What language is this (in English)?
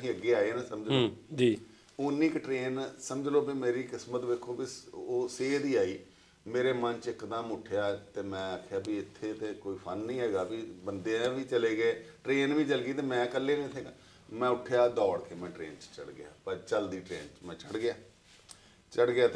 Punjabi